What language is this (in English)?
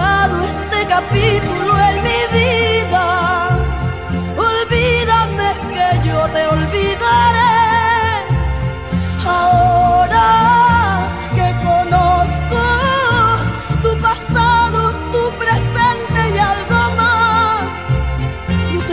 Spanish